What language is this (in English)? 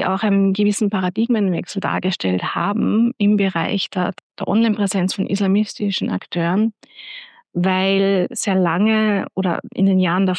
German